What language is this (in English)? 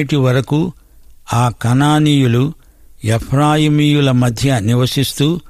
Telugu